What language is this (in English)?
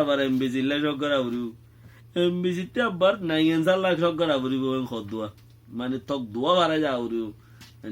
Rohingya